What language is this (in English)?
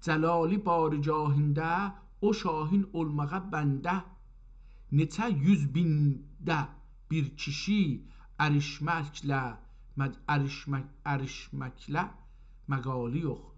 South Azerbaijani